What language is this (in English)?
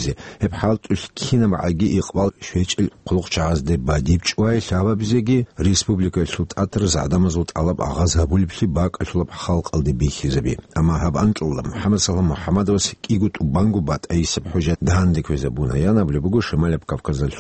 Avaric